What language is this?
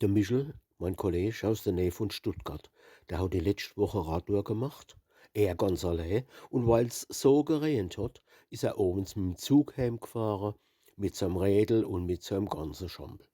Palatine German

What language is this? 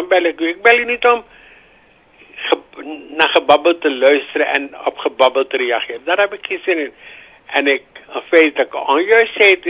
Dutch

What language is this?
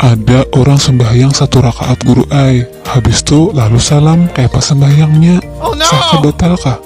Banjar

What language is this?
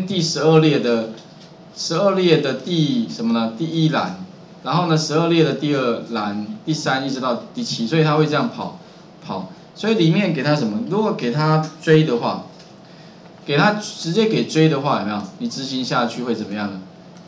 Chinese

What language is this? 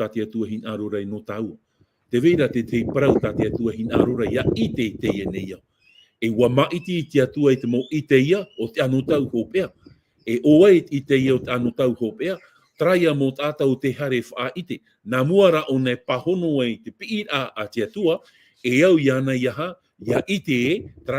Tahitian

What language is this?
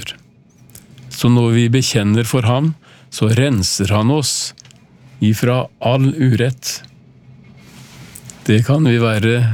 Norwegian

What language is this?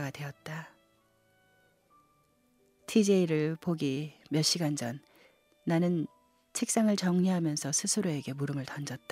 Korean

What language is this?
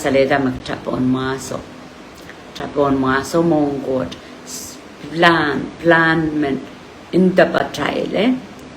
Pohnpeian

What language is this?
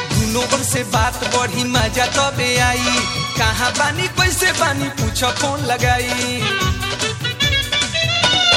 Bhojpuri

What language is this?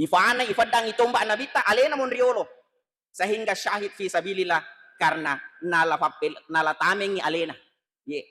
Buginese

